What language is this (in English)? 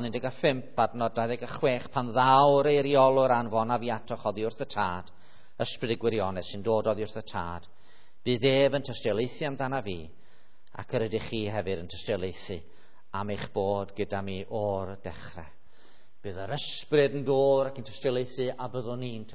Welsh